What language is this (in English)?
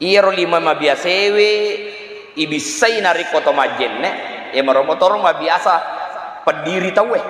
Buginese